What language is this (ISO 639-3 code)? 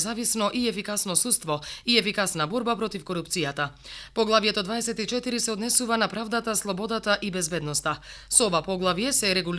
mkd